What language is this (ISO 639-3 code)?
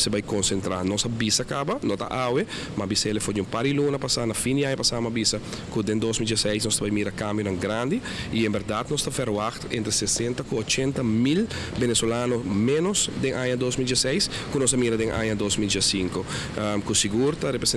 pap